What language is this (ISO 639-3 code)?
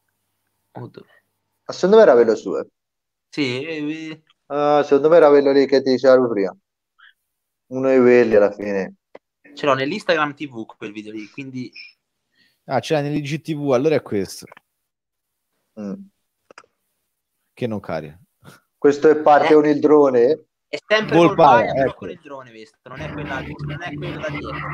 ita